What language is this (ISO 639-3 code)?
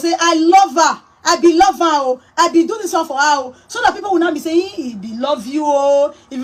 pcm